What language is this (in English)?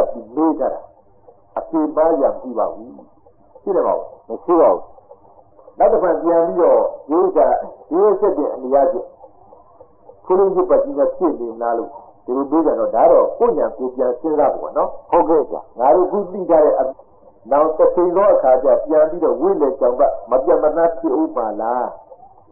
Burmese